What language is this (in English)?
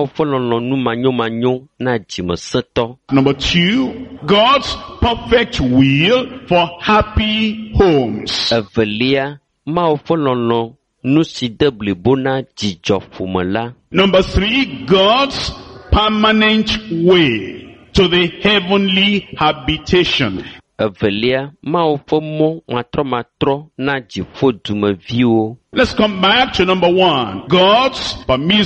Ewe